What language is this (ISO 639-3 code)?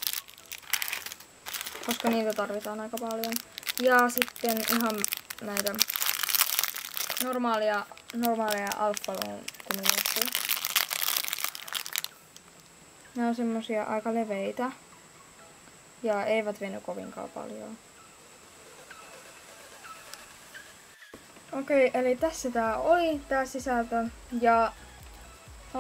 fin